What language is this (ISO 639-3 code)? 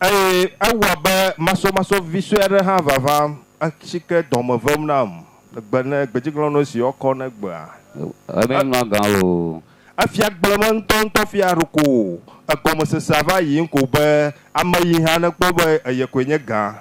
ewe